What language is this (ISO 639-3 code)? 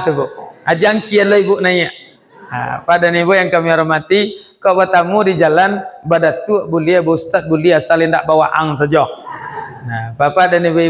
min